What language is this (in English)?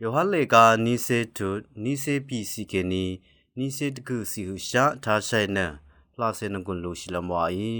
Rawang